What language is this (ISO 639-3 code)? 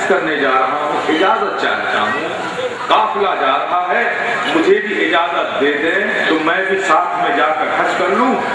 urd